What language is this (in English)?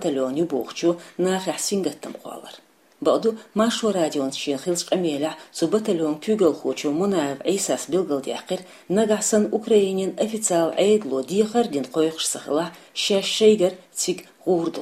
Chechen